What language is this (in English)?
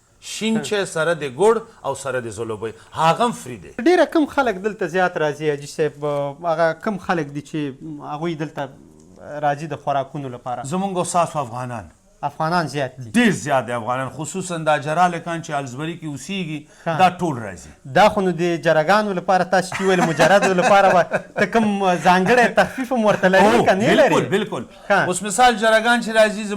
Pashto